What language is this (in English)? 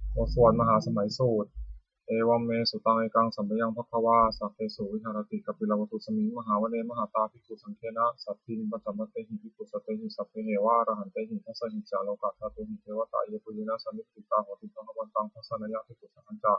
Pali